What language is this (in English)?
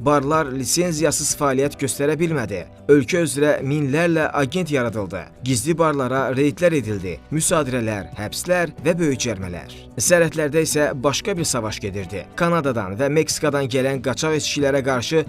Azerbaijani